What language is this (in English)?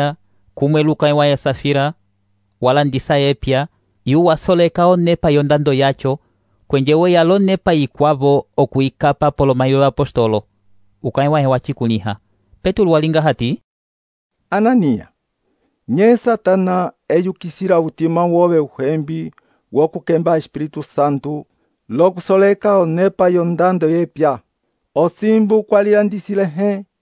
Umbundu